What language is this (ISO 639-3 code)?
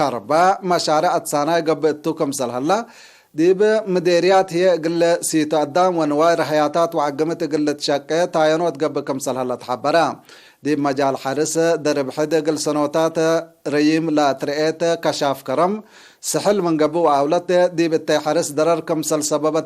tig